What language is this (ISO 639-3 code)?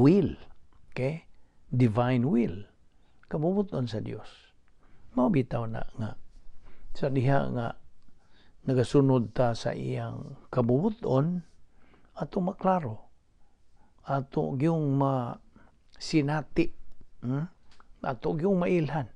ceb